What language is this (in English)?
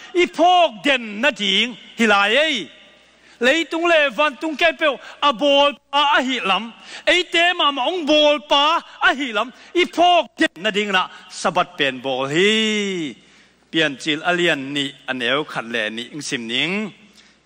Tedim Chin